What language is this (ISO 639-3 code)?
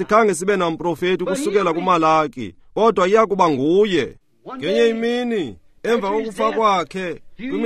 xho